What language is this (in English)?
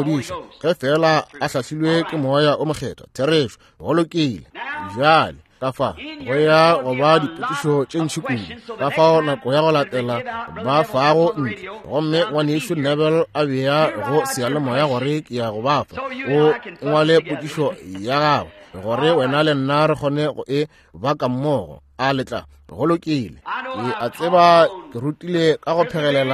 Northern Sotho